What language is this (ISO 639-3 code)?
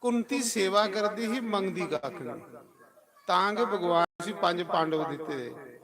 doi